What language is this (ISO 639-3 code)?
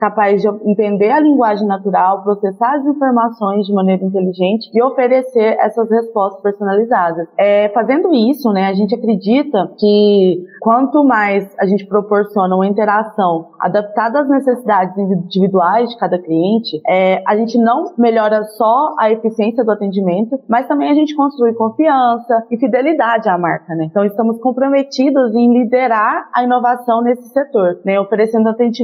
por